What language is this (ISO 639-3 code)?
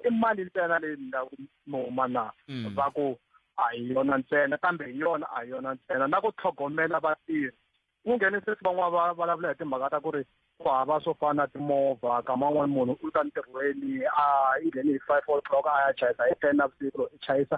tso